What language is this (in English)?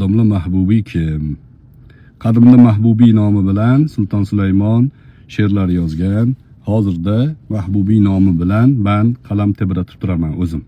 Uzbek